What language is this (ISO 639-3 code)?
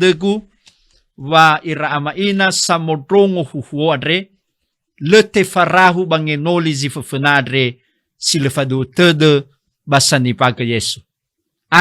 nia